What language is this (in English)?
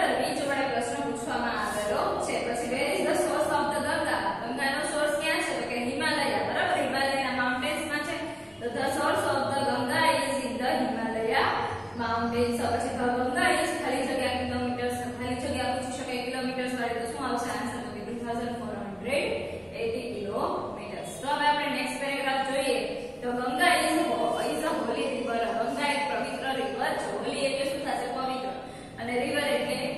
Gujarati